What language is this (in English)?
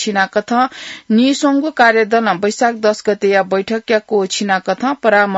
Newari